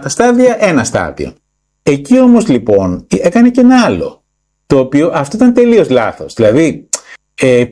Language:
Greek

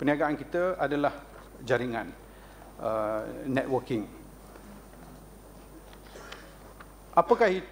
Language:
Malay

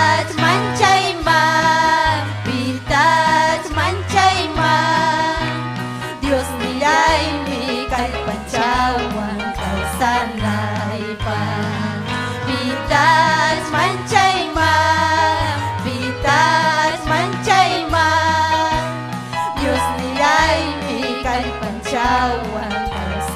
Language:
Ayacucho Quechua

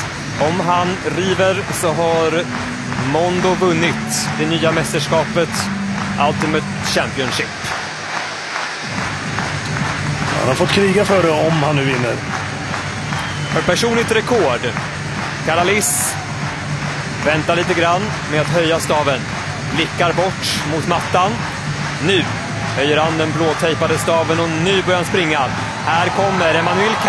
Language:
Swedish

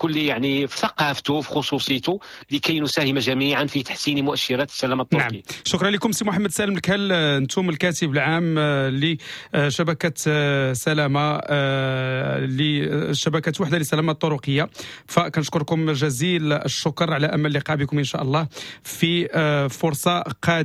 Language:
Moroccan Arabic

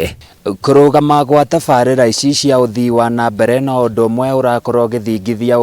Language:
Kikuyu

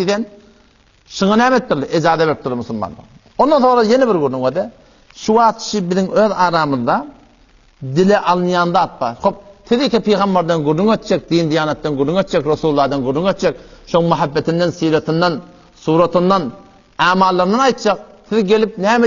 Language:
Turkmen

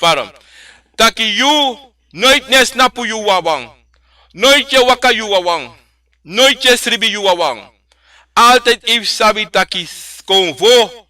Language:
Sranan Tongo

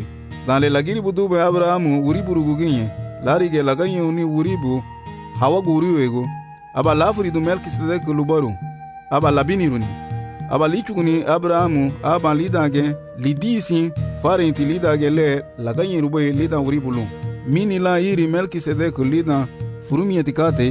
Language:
Garifuna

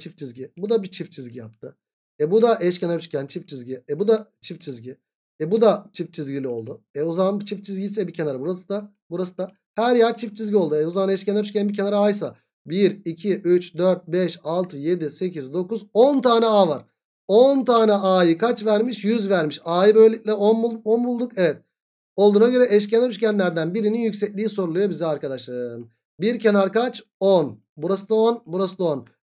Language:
Turkish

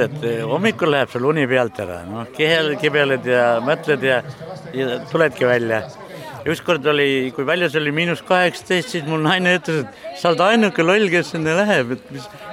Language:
Estonian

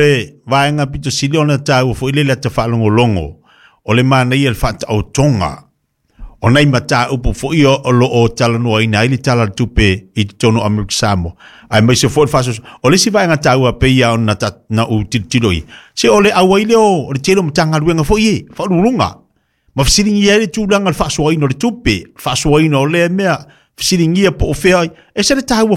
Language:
Samoan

